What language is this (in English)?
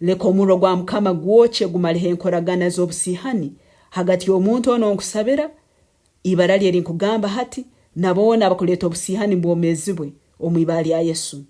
Nyankole